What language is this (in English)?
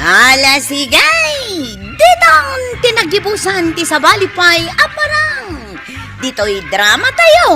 Iloko